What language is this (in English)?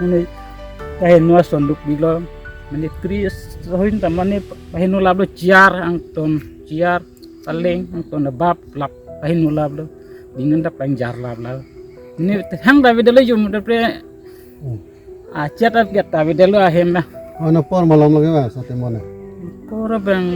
Karbi